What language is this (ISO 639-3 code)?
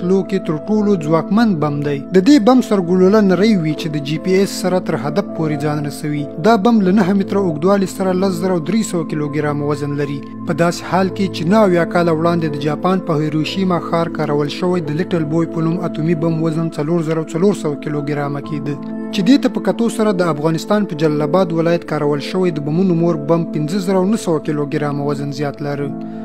pus